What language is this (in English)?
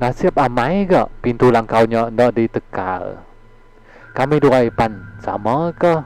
Iban